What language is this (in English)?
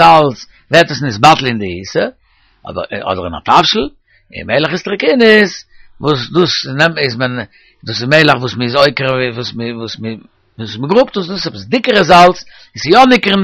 Yiddish